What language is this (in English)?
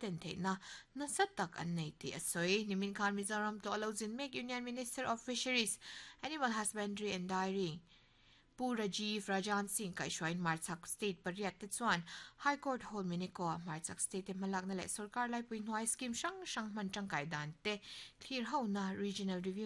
Mizo